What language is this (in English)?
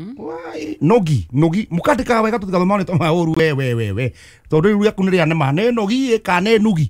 Kikuyu